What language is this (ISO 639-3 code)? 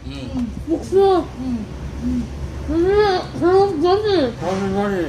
ceb